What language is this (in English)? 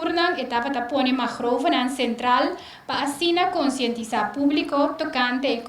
Papiamento